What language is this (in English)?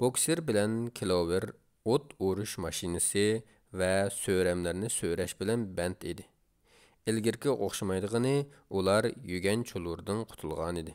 Uyghur